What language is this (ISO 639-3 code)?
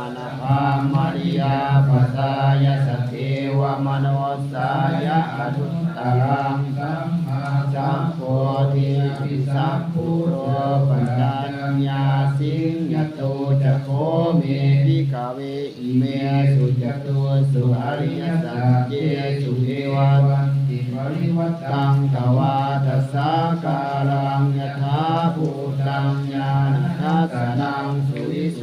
pli